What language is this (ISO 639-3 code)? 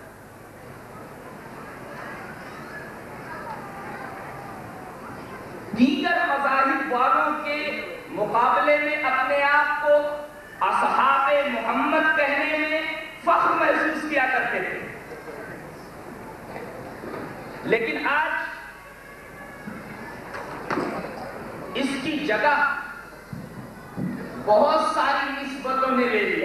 urd